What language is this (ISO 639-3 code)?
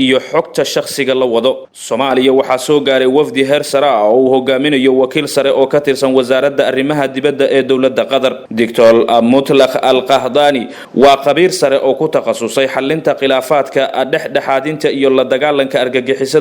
som